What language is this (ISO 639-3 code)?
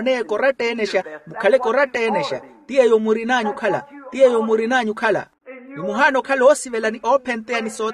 vmw